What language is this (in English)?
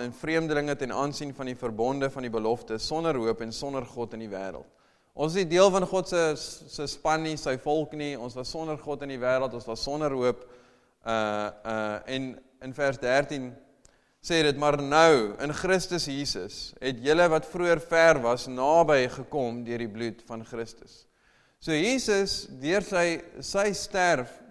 Afrikaans